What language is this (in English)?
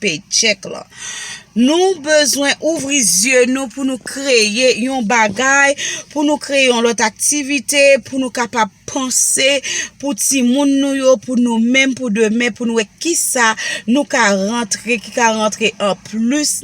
Haitian Creole